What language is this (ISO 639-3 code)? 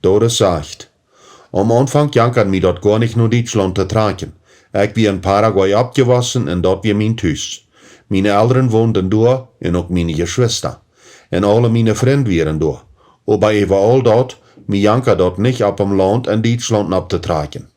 pdt